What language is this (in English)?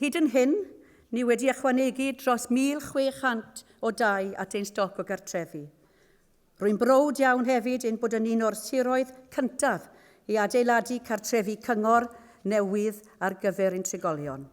Welsh